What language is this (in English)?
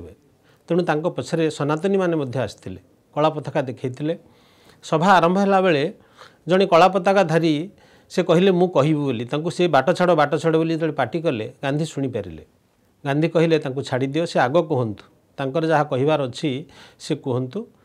Odia